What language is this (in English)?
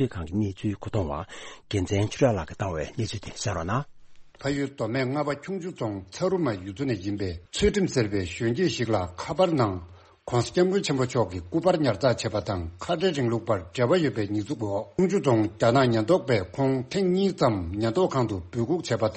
Tibetan